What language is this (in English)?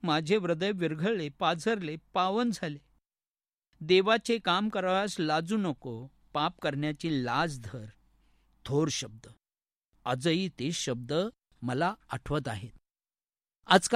Marathi